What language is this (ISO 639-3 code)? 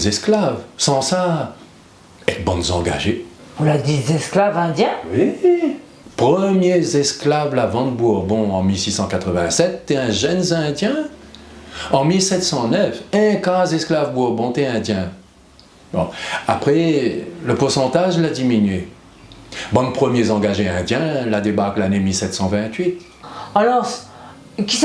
rcf